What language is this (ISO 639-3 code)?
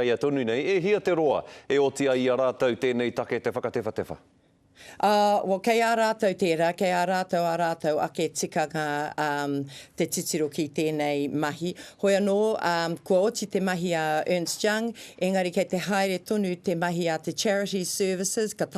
mri